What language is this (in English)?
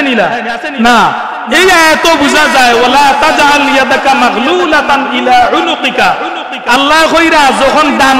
Sylheti